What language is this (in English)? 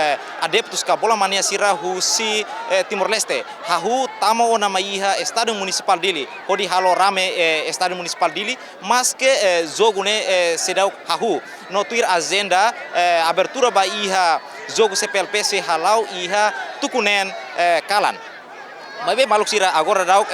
Tetum